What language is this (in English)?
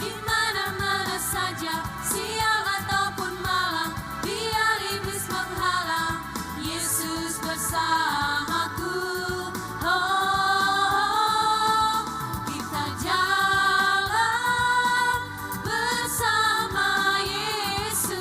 Ambonese Malay